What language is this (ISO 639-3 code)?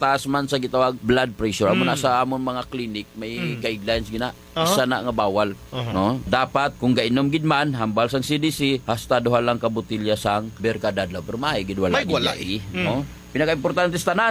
hil